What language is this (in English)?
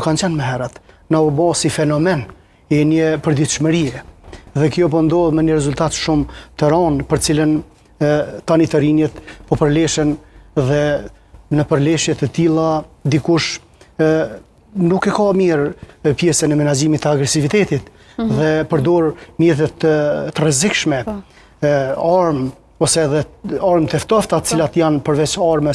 Albanian